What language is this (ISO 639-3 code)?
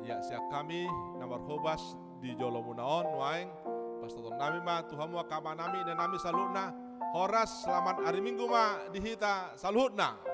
bbc